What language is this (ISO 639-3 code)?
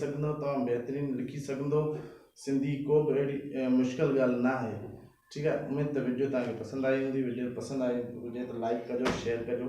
snd